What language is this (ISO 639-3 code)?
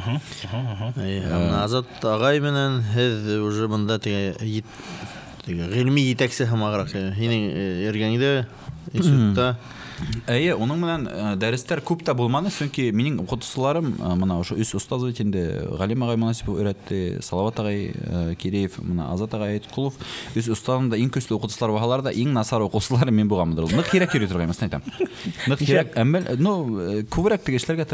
bak